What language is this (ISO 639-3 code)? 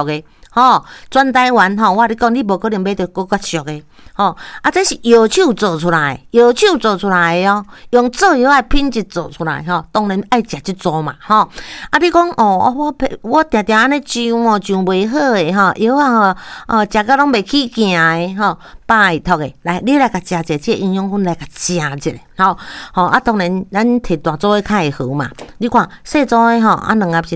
nan